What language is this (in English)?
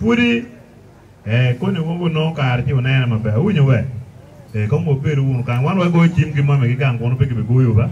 Acoli